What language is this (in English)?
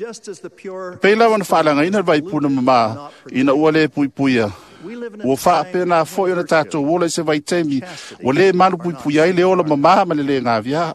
Samoan